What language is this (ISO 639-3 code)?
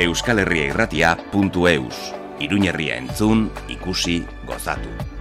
eus